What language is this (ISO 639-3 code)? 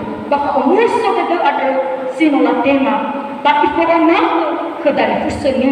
nia